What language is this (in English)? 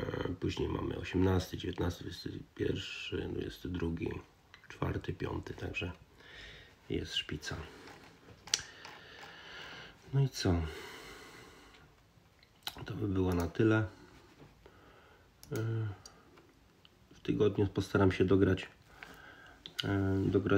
Polish